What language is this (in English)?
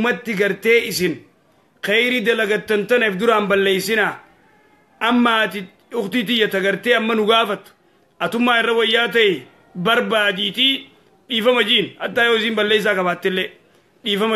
Oromo